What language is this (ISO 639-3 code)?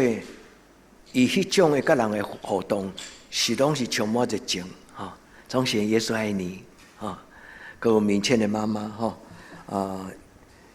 nan